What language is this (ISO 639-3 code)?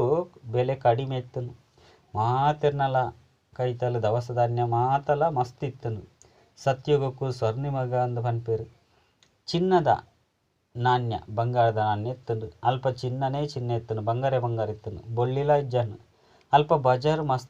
tcy